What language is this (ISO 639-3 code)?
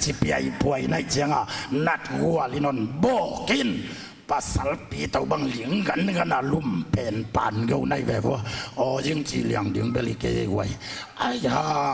ctd